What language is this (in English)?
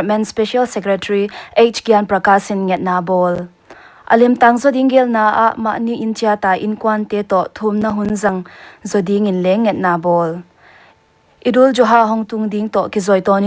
Paite Chin